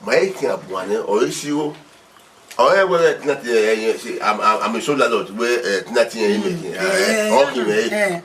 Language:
Bini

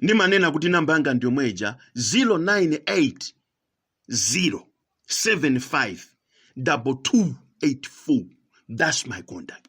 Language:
Nyanja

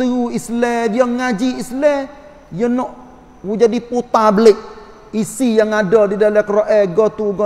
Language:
Malay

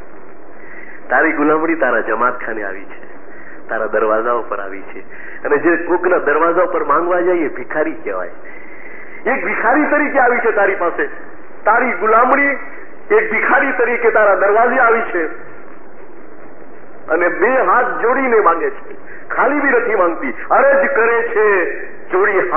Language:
Gujarati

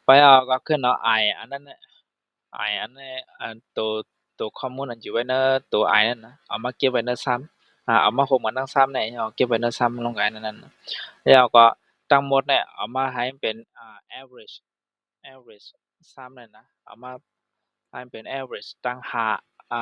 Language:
Shan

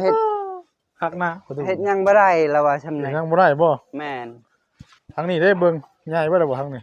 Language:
Northeastern Thai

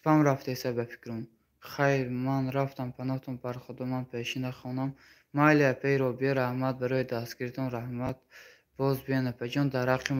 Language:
Tajik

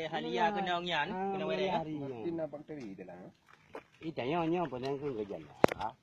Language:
Achinese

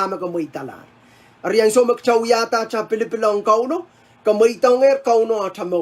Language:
Pohnpeian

